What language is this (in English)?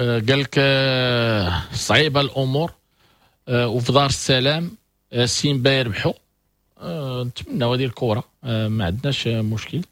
Moroccan Arabic